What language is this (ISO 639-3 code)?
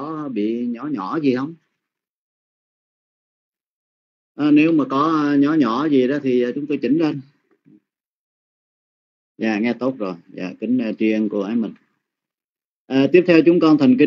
vie